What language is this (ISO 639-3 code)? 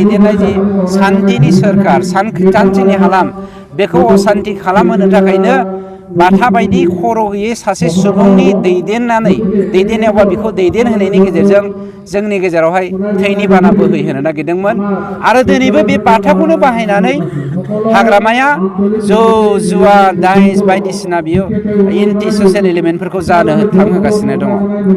brx